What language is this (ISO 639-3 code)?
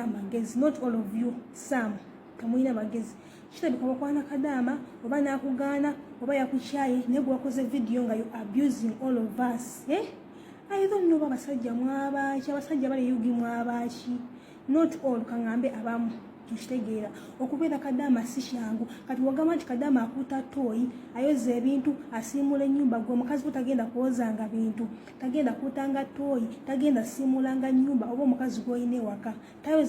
lug